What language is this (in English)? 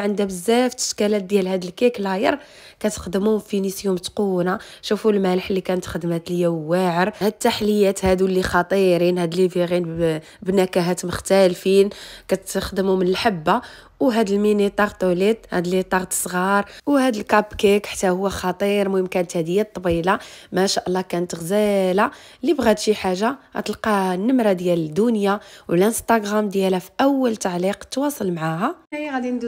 Moroccan Arabic